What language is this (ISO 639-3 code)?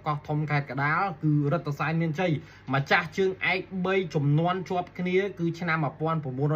khm